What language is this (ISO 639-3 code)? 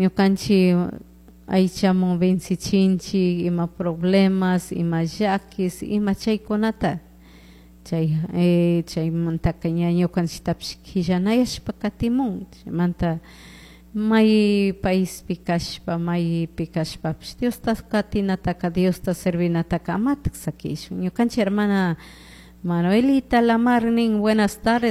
qug